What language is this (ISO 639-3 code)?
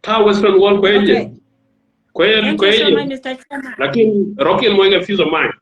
nus